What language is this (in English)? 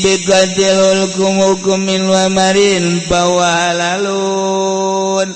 Sundanese